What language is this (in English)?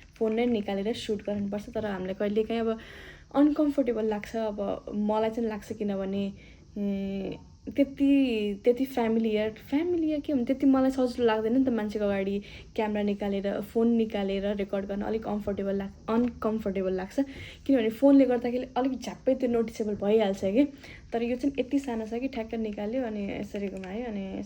Nepali